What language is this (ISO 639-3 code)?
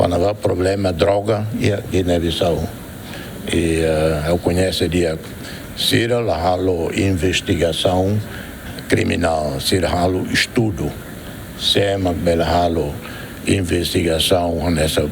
tet